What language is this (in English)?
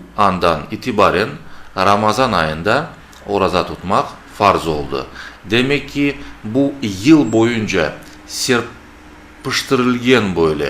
Crimean Tatar